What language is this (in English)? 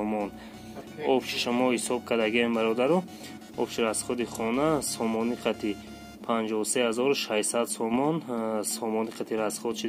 Tajik